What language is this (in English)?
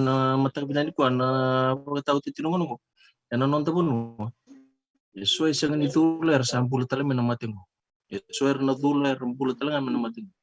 Fijian